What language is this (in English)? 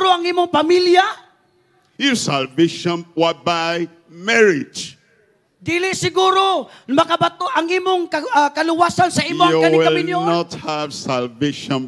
Cebuano